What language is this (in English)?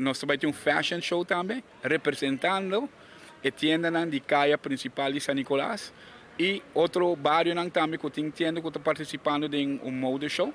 Papiamento